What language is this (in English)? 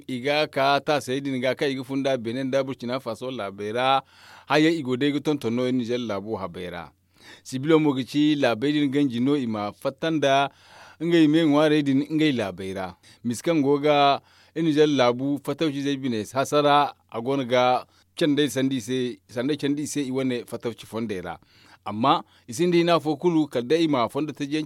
Zarma